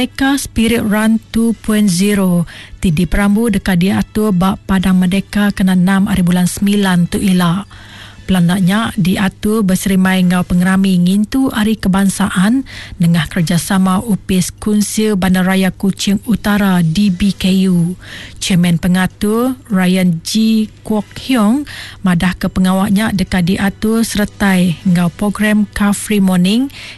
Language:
Iban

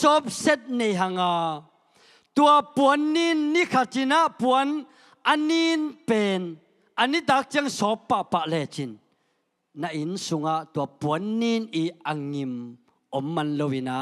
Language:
Tedim Chin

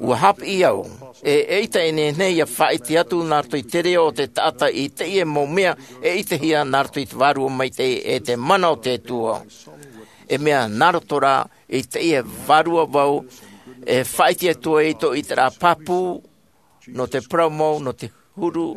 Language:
Tahitian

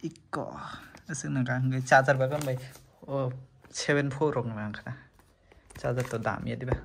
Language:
Kok Borok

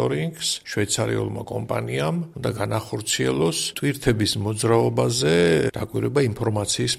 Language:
Georgian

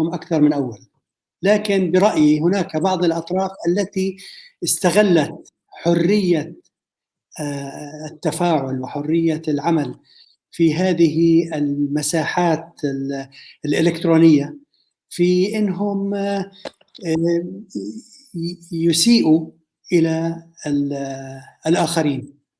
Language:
North Levantine Arabic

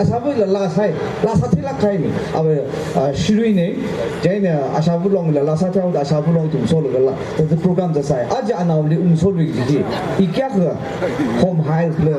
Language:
Tangkhul Naga (India)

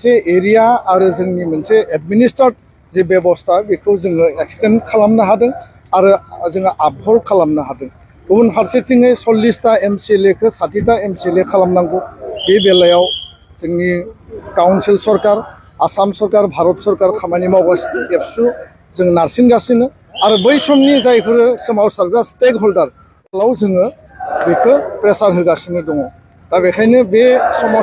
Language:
Bodo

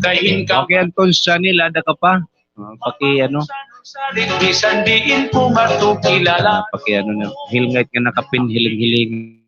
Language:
Waray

